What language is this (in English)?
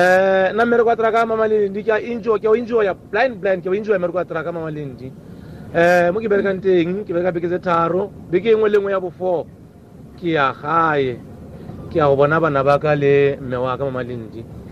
Tswana